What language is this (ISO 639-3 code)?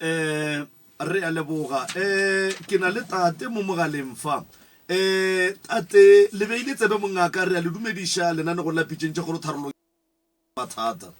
nso